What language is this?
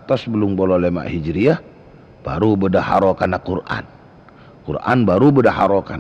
Madurese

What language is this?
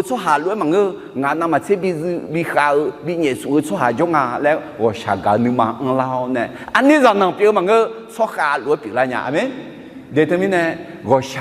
Akha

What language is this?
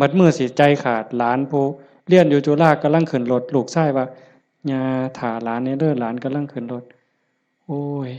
Northeastern Thai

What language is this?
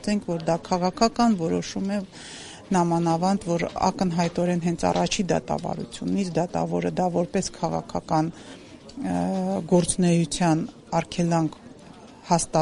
Armenian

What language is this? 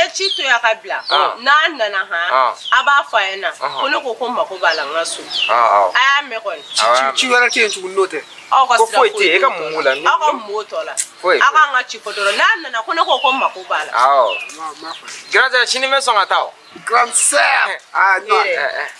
Bambara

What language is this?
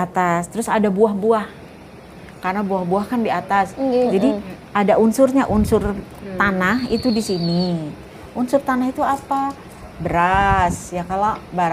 Banjar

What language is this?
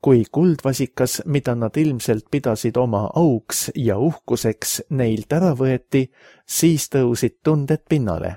Estonian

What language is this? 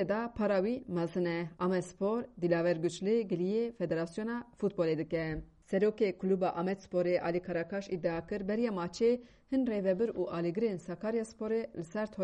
Kurdish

